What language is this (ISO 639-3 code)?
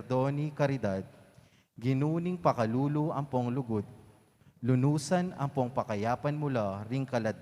pam